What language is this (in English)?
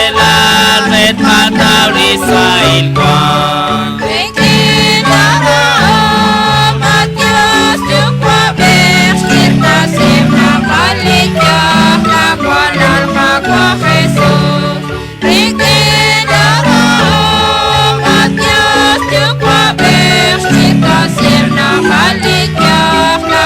Kekchí